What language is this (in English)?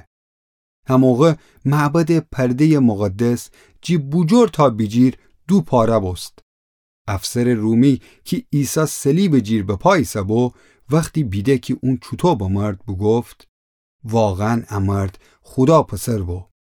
Gilaki